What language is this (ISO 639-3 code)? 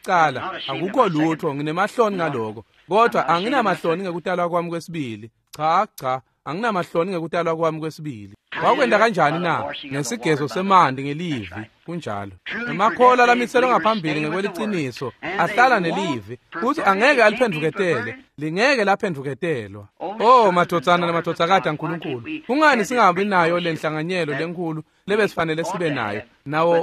ssw